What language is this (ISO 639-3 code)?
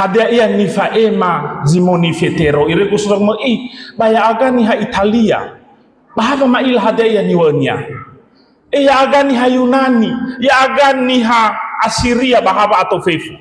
nia